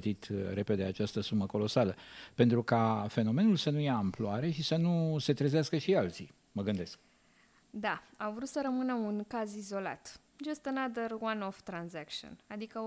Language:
Romanian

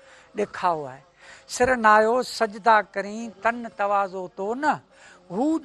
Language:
Sindhi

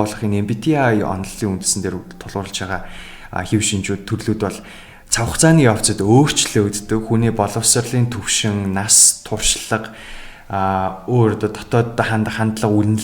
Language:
Mongolian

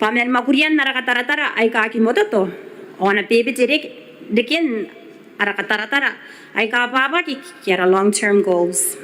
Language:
Gilbertese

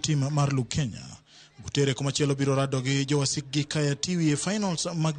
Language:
Luo (Kenya and Tanzania)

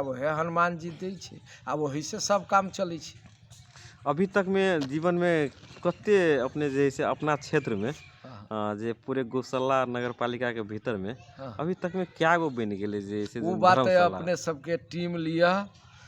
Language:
Magahi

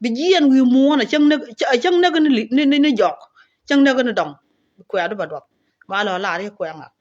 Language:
Nuer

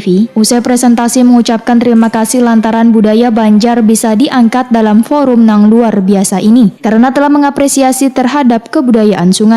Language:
Banjar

